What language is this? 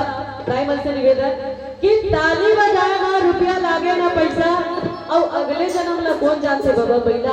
Chhattisgarhi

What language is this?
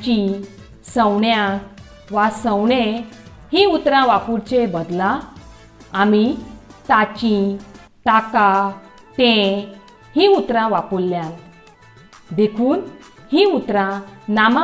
Konkani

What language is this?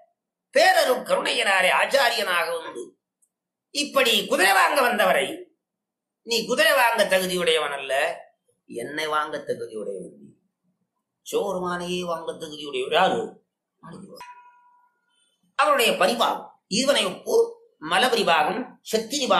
Tamil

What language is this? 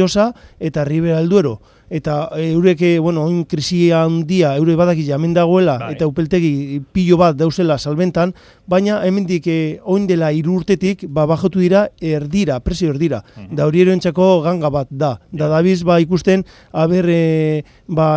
Basque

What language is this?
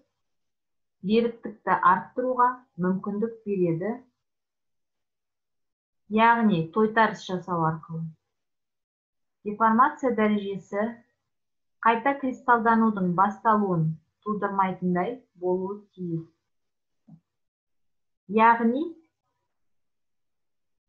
Kazakh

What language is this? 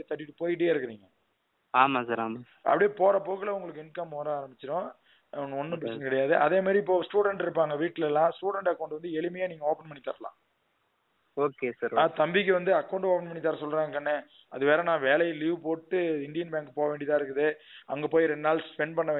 Tamil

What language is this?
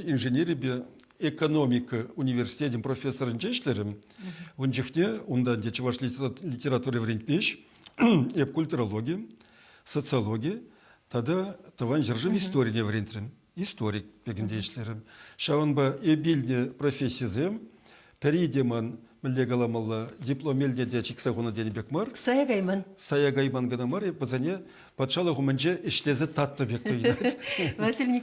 Chuvash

